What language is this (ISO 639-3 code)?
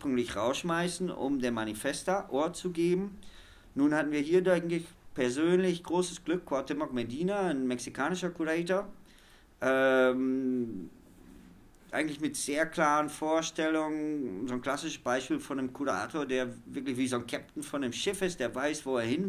deu